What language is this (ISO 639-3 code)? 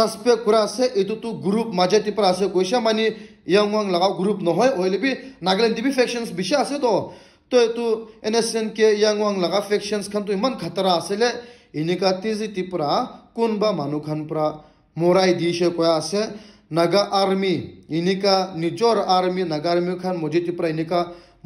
nag